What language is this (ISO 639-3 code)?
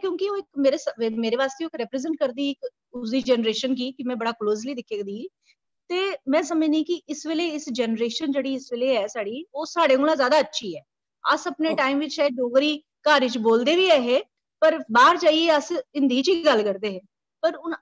doi